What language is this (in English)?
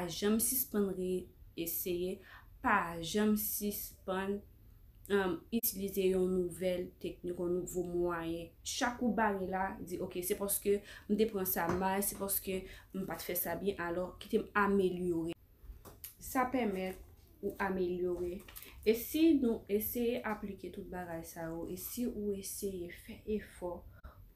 Haitian Creole